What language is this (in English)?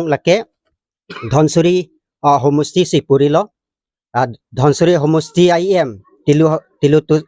Karbi